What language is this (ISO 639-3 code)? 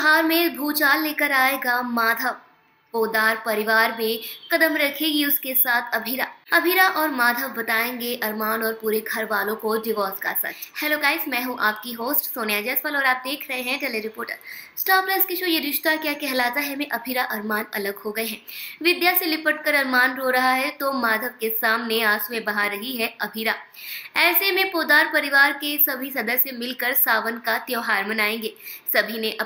hin